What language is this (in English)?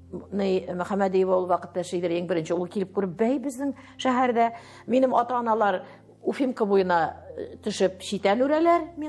Tatar